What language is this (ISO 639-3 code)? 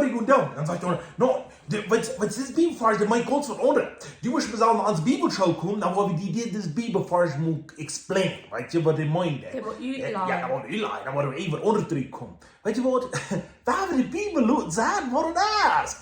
pdt